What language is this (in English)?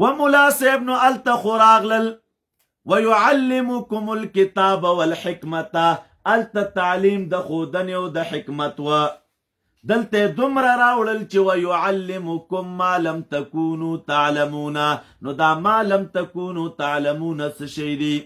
Pashto